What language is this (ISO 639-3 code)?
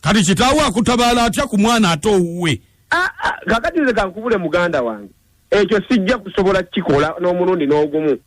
lug